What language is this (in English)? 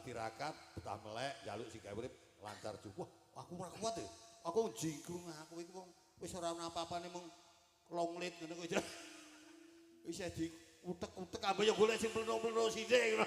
Javanese